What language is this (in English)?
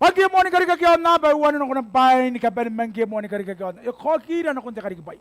Gilbertese